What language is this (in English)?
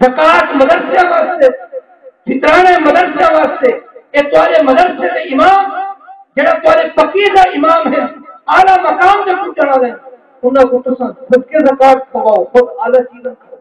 Saraiki